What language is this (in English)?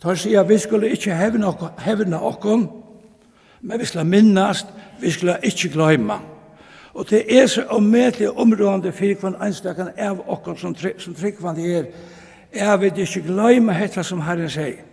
Faroese